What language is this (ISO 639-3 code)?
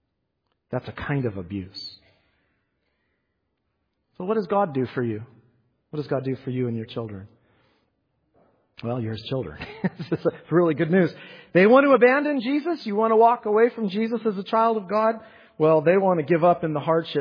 eng